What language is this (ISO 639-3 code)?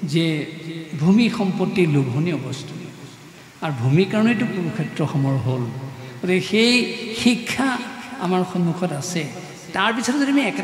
asm